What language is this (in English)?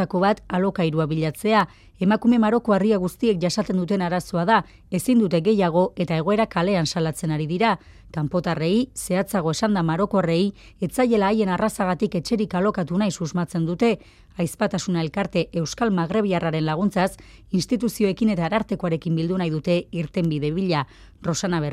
Basque